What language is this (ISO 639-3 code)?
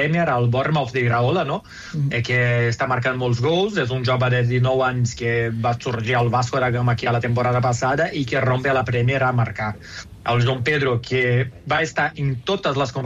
cat